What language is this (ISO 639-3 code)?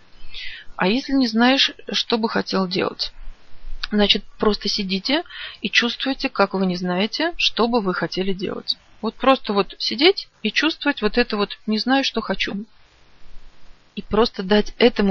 rus